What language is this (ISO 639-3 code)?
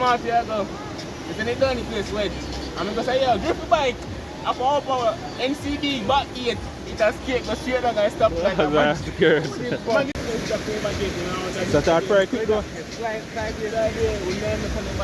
jam